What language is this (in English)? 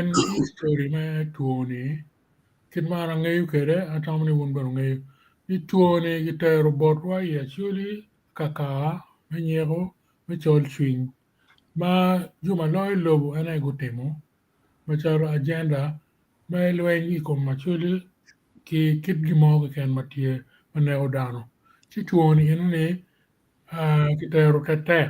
Acoli